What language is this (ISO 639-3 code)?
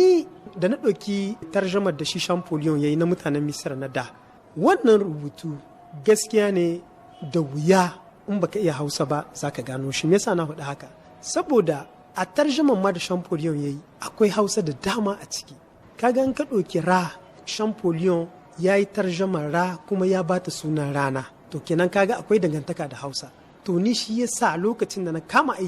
hau